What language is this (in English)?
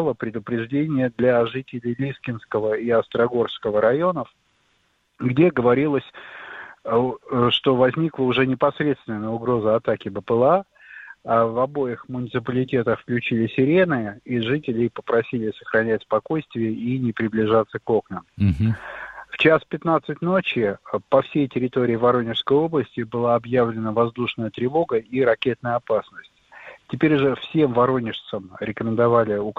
Russian